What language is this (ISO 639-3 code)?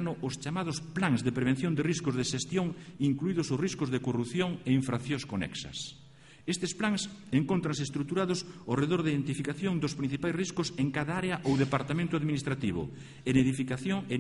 glg